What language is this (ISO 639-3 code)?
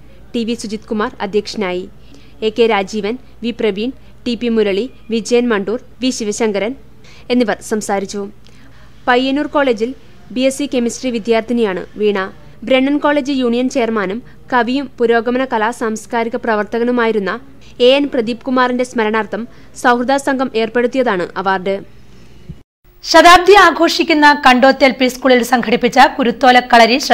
mal